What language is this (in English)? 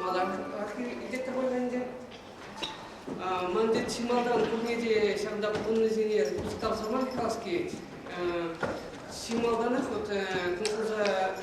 Chuvash